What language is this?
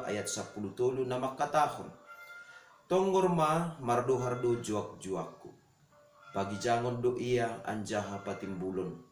Batak Simalungun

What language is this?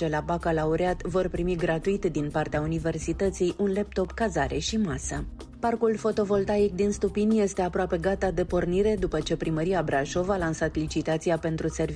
Romanian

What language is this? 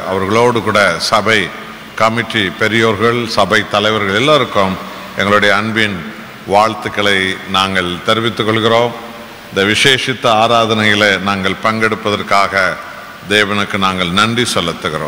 Tamil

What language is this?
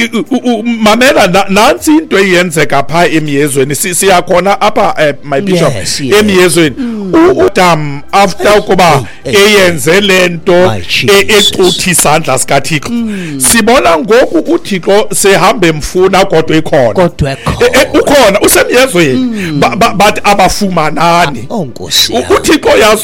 Xhosa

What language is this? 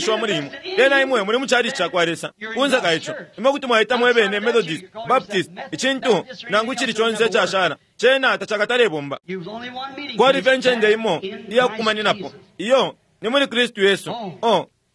Bemba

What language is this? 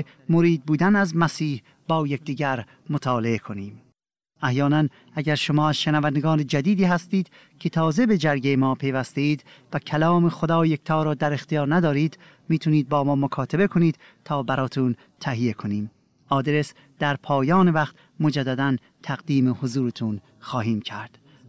Persian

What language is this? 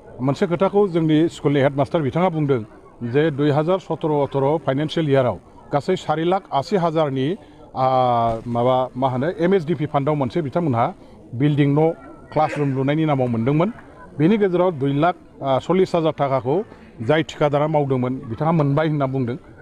Bodo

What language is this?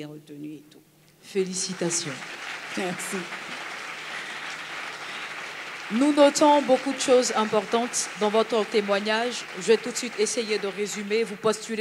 French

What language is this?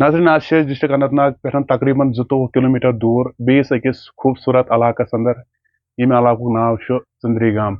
Kashmiri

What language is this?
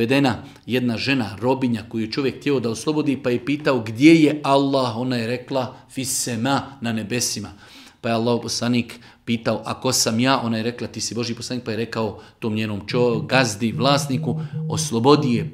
Bosnian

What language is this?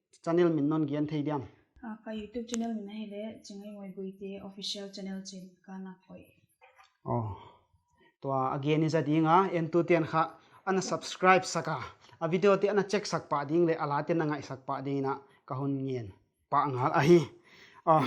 Paite Chin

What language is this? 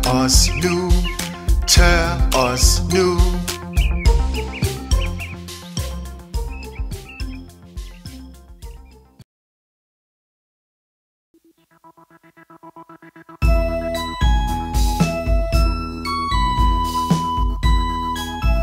Danish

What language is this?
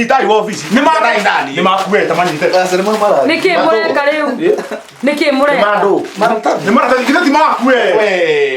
Kikuyu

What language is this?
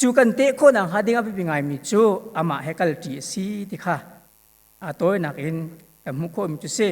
Hakha Chin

